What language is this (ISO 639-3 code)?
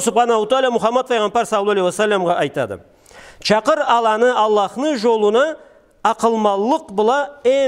krc